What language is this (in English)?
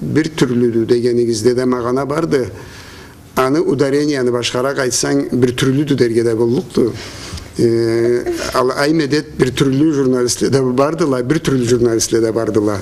Karachay-Balkar